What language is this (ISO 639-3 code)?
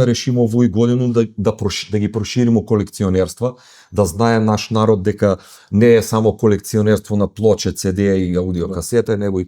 mkd